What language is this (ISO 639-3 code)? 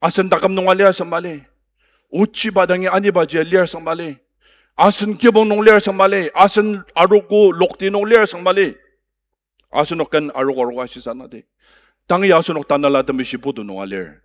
njo